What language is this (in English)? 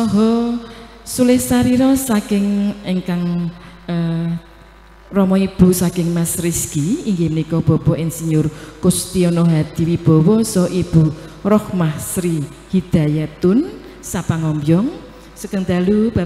Javanese